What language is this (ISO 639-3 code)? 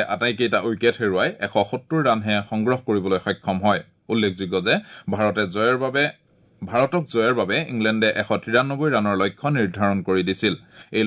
asm